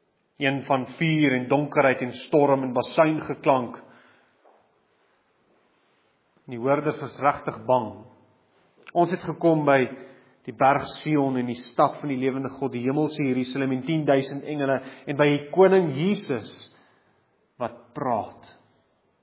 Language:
Afrikaans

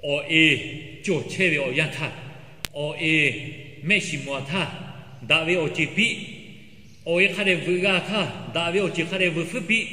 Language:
Lahu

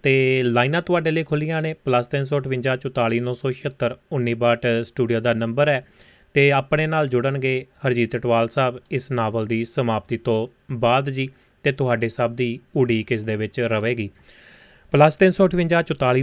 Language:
Punjabi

